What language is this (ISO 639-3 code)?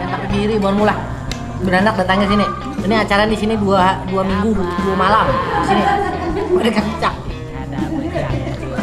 bjn